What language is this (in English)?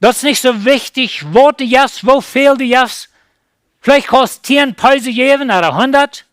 Plautdietsch